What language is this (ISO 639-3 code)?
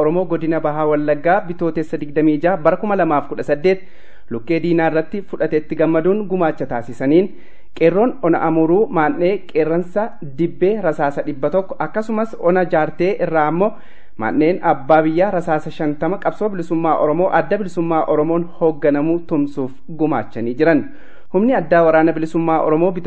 orm